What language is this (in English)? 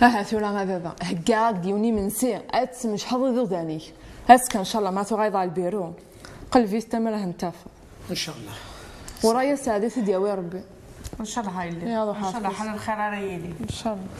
Kabyle